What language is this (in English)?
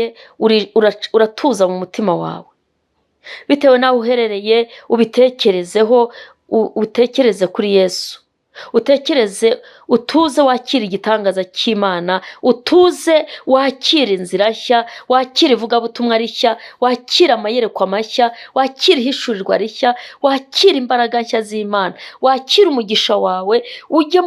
Kinyarwanda